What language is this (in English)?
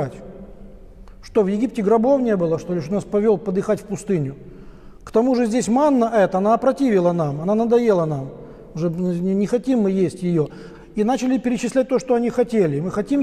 Russian